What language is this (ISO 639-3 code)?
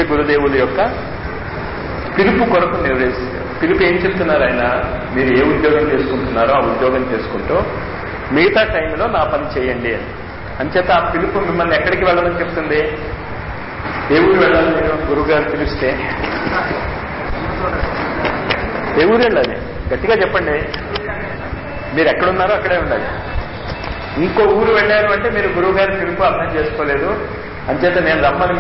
tel